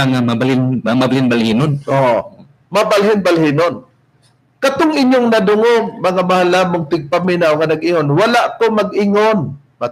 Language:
Cebuano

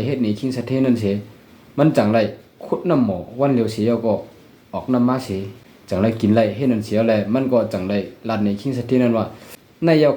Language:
Shan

